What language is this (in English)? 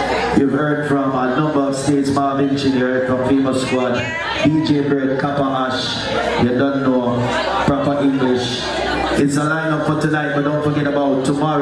Jamaican Creole English